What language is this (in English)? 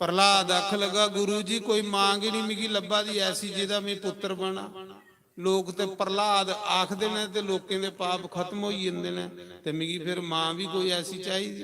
Dogri